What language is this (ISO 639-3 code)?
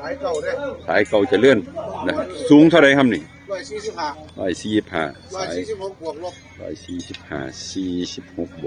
tts